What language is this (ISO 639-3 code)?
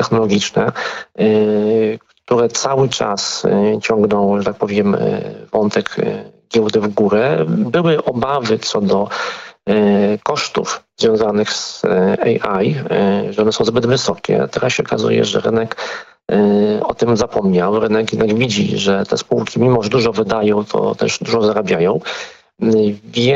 pol